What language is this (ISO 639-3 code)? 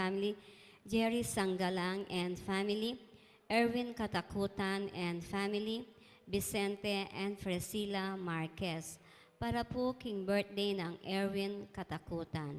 pam